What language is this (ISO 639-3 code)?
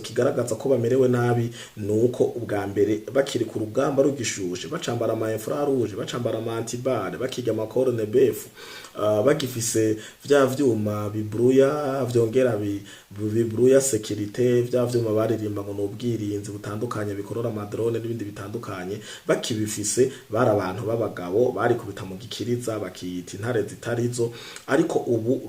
run